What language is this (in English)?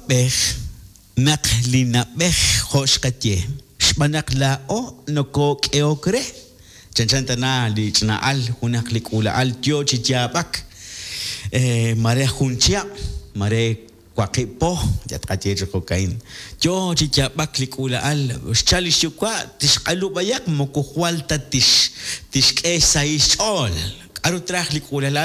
Kekchí